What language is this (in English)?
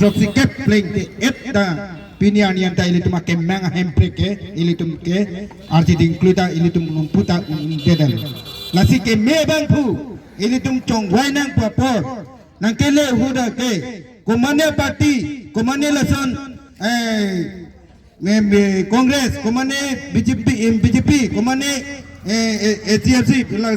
Karbi